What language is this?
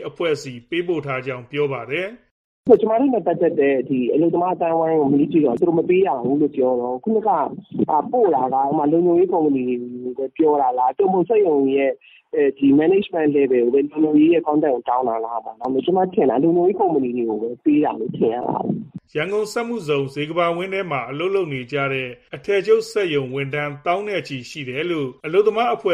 Burmese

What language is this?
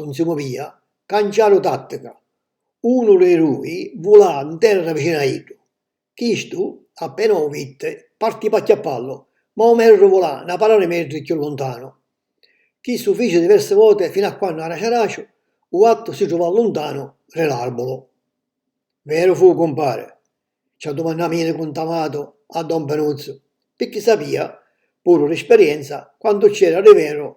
Sicilian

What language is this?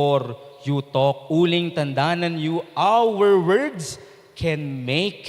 Pampanga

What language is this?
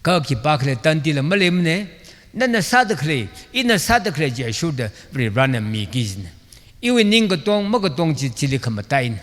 Tangkhul Naga (India)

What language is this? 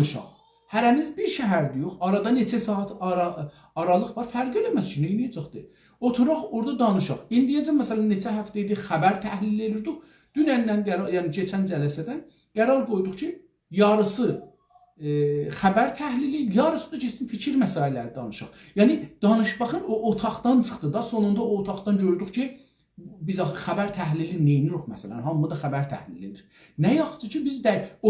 South Azerbaijani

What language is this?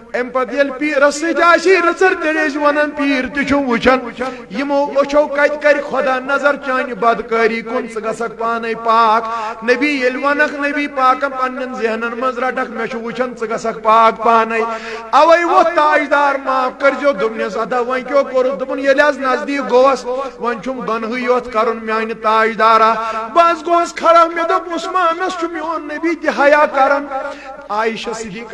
Kashmiri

